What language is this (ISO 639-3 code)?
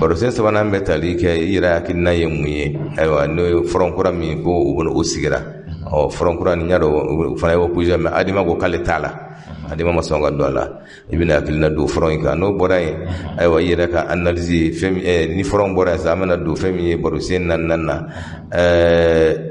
bam